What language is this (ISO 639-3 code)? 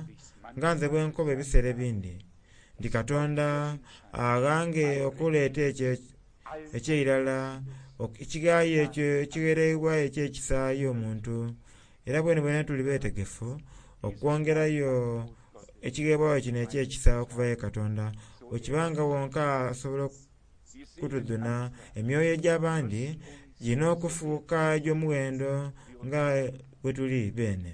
xog